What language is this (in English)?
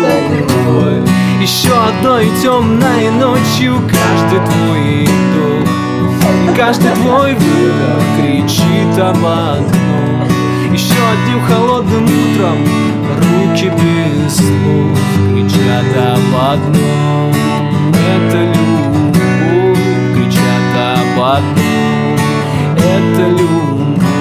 Russian